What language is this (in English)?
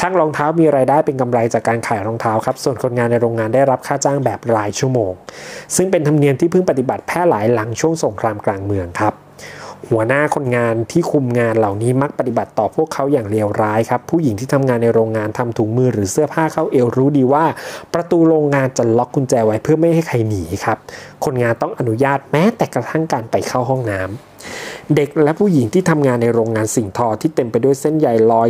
Thai